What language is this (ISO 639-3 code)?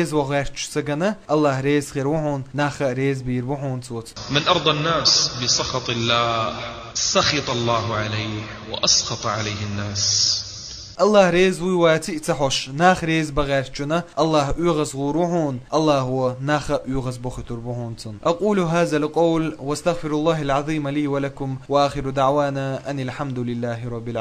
che